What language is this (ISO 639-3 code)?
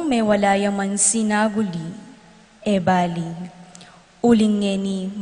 pam